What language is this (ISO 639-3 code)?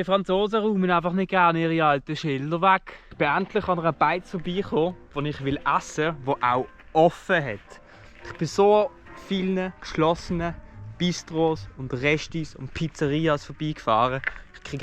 gsw